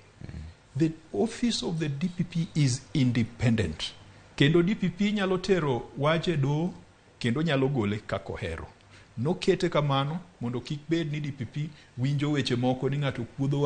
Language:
Luo (Kenya and Tanzania)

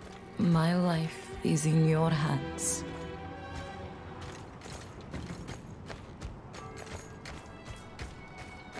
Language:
English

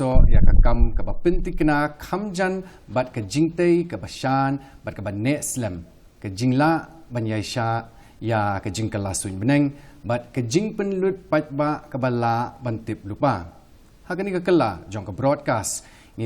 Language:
Khasi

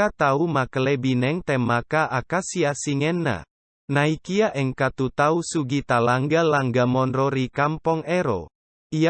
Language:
Buginese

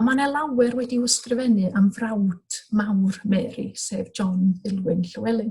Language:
Welsh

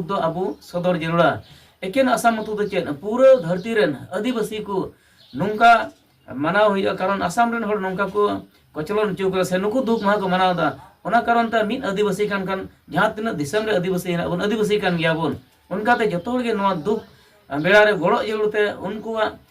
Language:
Santali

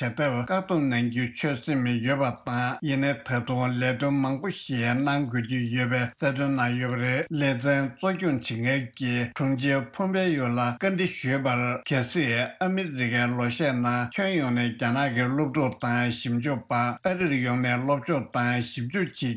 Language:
Tibetan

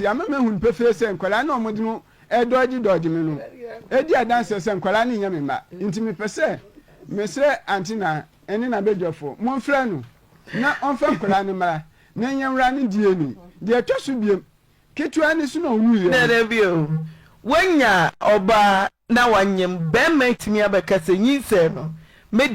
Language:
Akan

